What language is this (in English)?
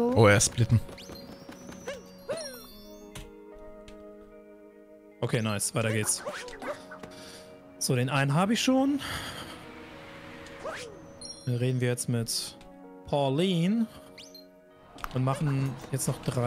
German